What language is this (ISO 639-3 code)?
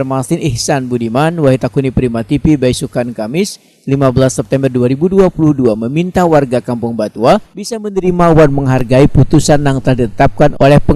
bjn